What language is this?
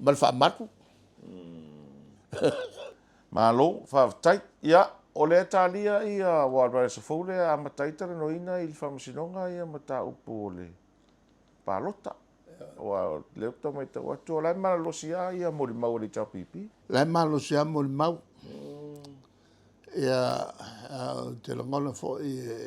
Samoan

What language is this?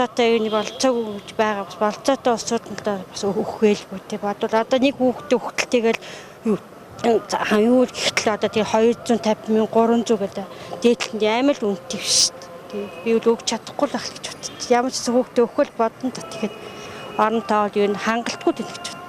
Mongolian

